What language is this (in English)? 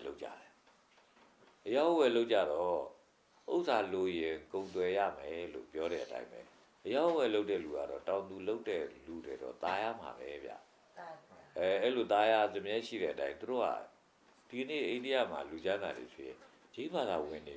Burmese